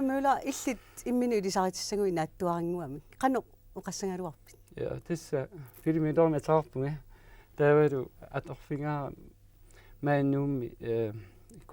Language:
Kalaallisut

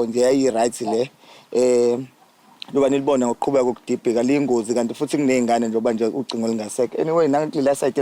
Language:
Zulu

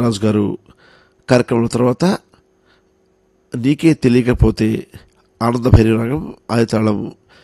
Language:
Telugu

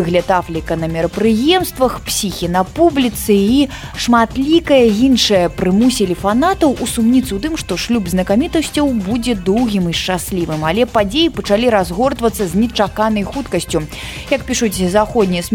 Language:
Belarusian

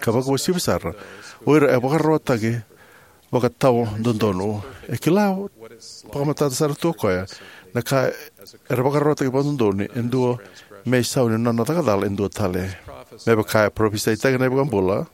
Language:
Fijian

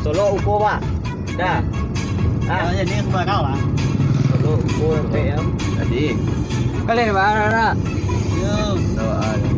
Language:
Minangkabau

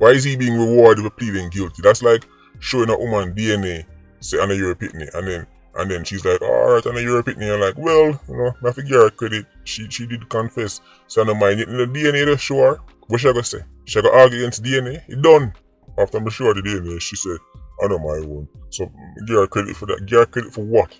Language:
Jamaican Creole English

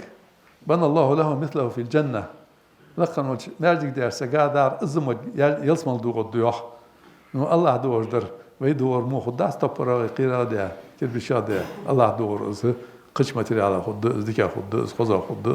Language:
Ingush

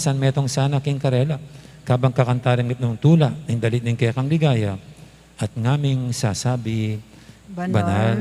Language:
Pampanga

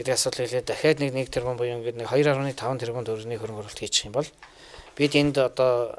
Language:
Mongolian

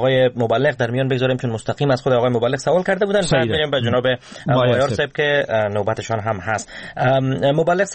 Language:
Persian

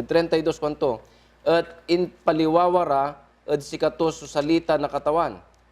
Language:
Pangasinan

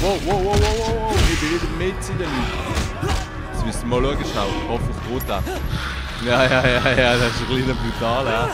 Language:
Swiss German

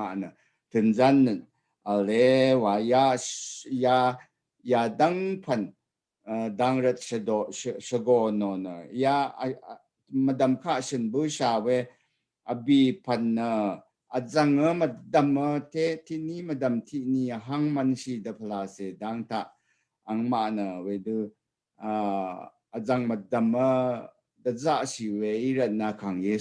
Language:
Rawang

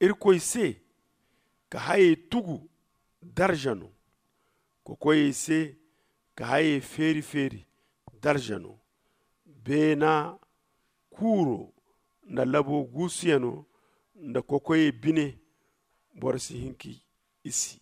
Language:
Zarma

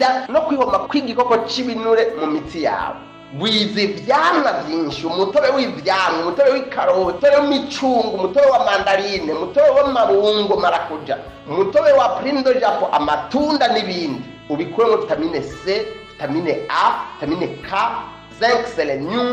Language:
Rundi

